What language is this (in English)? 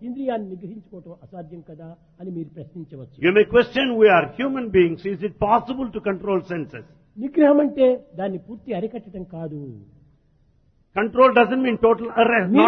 Telugu